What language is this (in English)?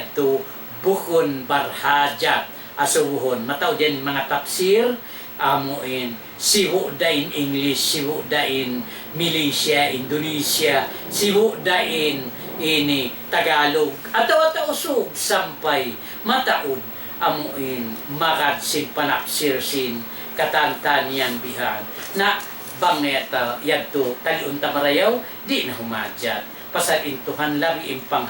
Tausug